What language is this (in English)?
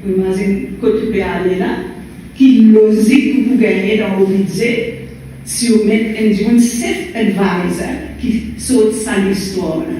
Morisyen